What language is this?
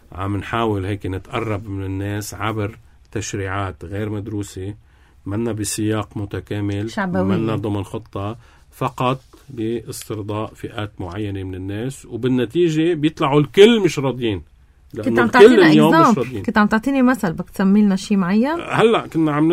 North Levantine Arabic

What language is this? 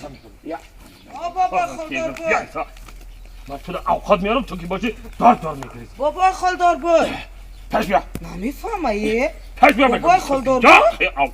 Tajik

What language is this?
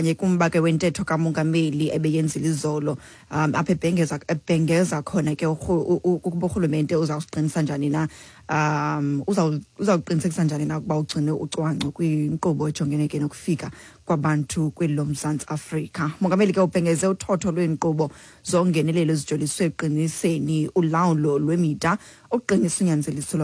Xhosa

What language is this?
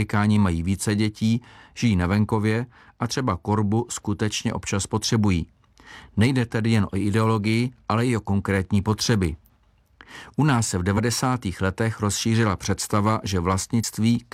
Czech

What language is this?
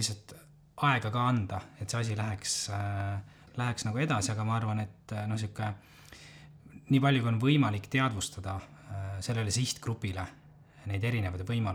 Estonian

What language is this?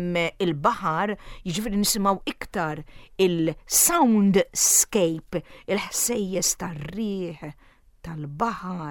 Maltese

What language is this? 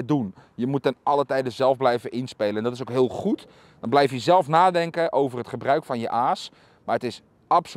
Dutch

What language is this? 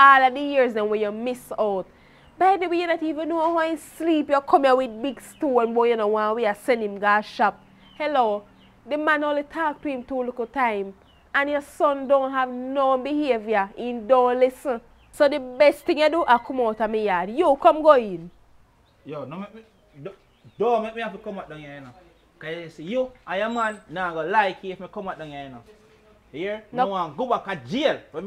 Jamaican Creole English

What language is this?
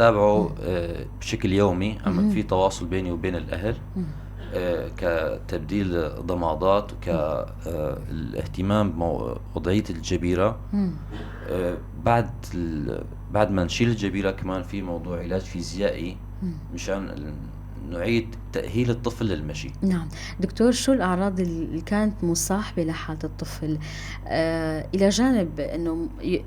North Levantine Arabic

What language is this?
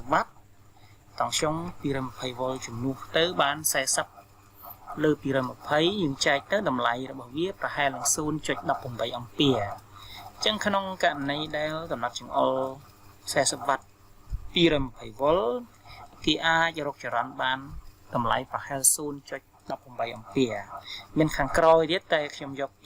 Khmer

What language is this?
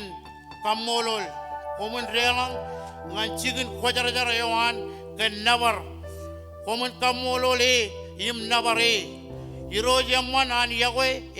Marshallese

